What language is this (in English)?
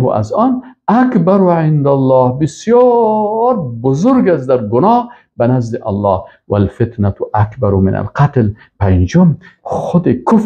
Persian